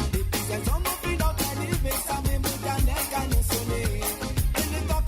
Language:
Morisyen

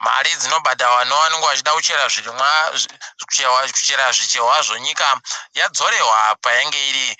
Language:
Ndau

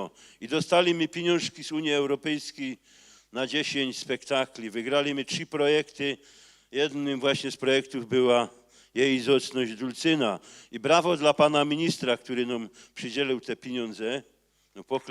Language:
Silesian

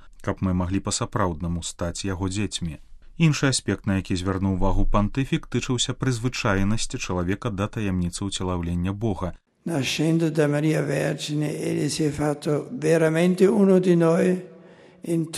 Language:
Belarusian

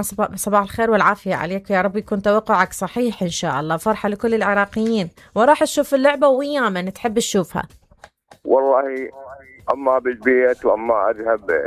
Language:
Mesopotamian Arabic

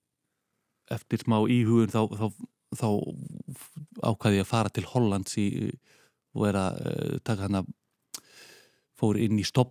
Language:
Icelandic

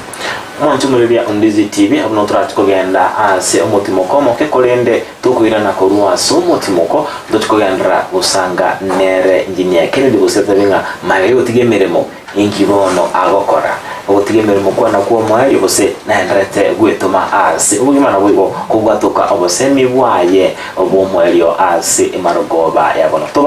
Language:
Gusii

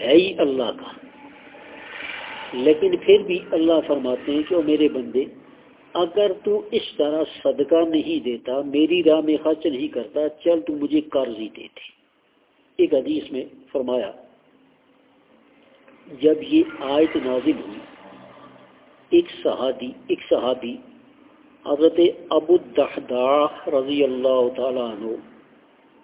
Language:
Urdu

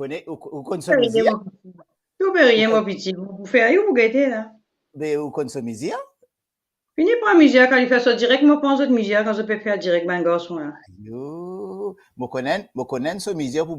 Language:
Morisyen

